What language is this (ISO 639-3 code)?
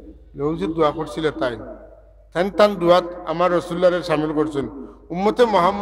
syl